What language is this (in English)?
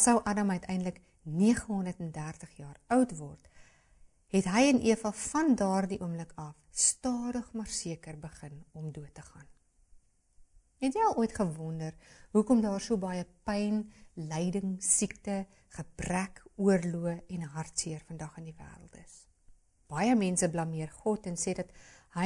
Afrikaans